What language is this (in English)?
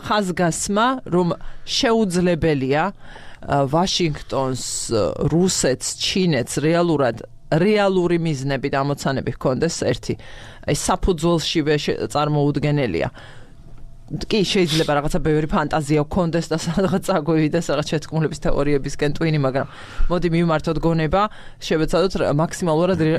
Georgian